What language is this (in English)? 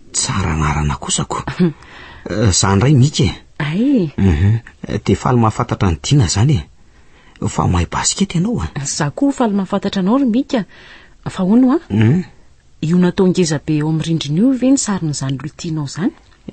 Malagasy